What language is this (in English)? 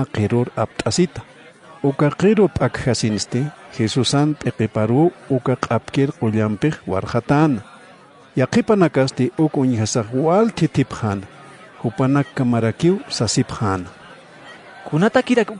Aymara